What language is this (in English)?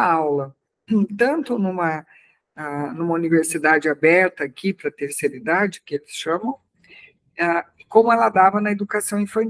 Portuguese